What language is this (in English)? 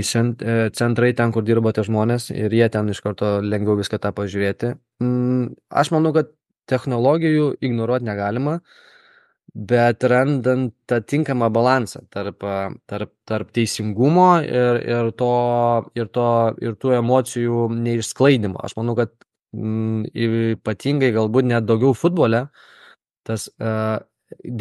Lithuanian